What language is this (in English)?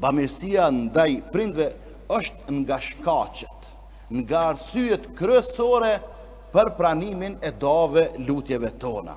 Albanian